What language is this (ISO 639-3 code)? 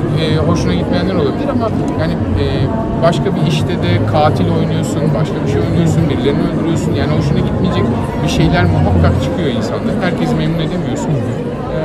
tur